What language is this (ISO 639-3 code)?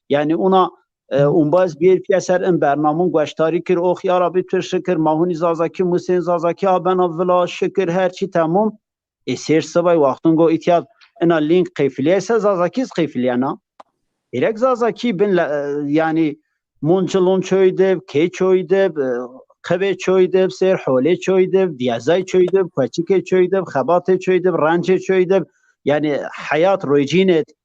zza